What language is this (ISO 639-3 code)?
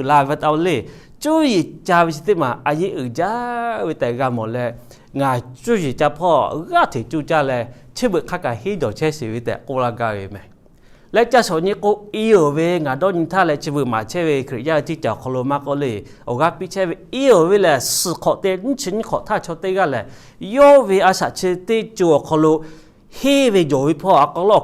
lhu